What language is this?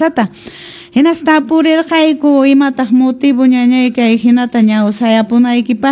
Quechua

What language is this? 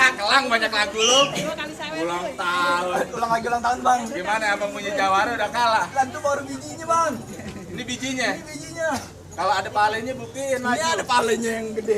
Betawi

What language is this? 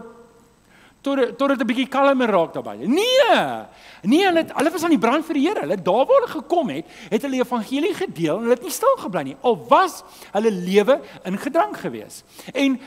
Afrikaans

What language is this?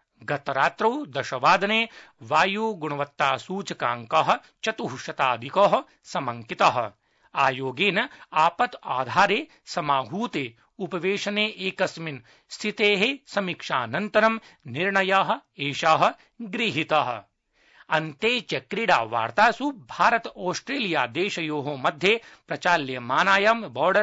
Sanskrit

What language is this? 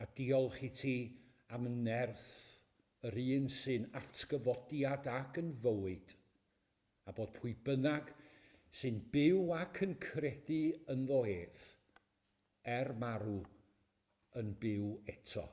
Welsh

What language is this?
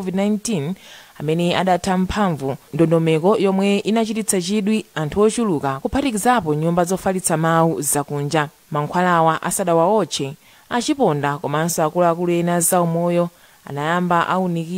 Nyanja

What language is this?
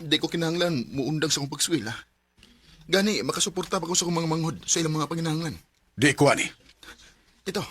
Cebuano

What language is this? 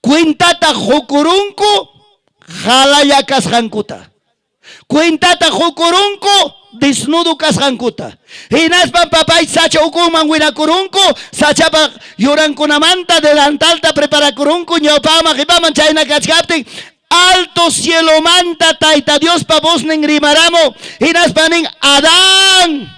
Ayacucho Quechua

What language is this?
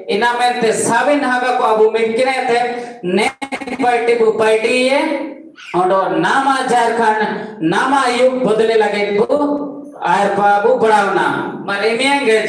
Santali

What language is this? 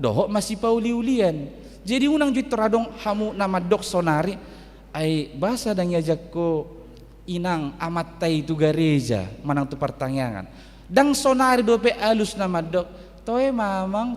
Batak Toba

